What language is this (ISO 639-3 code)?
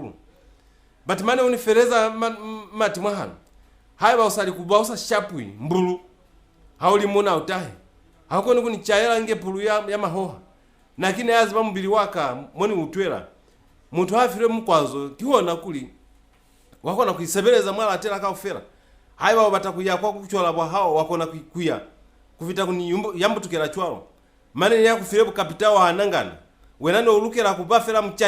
loz